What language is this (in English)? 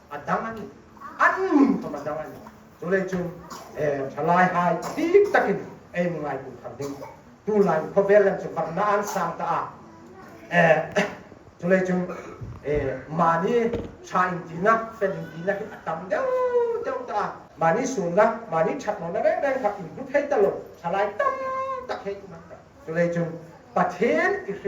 Hmar